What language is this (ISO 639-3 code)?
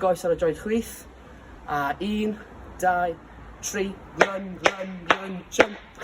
cym